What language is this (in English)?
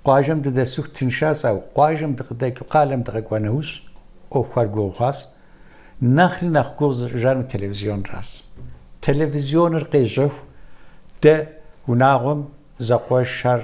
Kabardian